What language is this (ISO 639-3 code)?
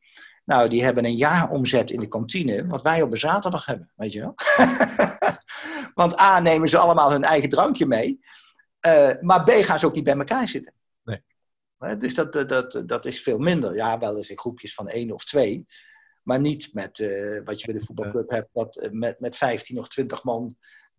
nld